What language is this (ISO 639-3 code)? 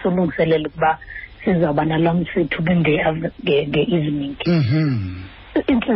xho